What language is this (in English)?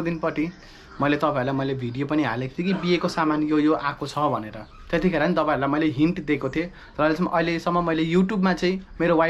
Nepali